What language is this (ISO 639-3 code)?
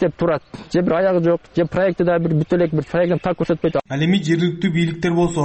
kir